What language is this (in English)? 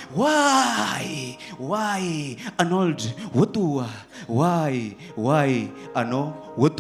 Venda